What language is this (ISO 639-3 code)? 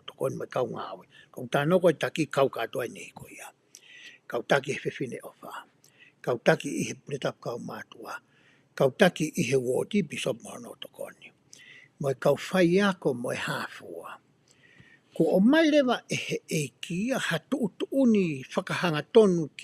ton